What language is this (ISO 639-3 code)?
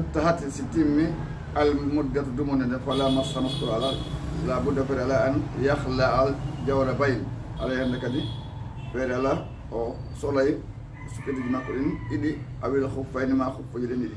ful